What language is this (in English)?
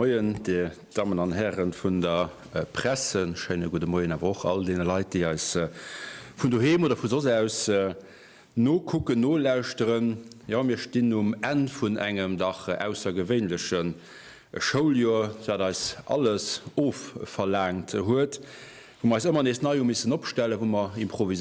Luxembourgish